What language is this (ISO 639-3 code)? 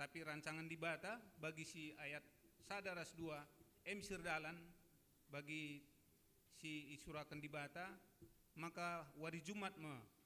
btx